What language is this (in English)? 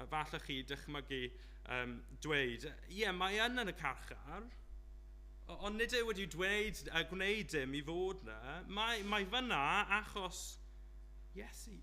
Welsh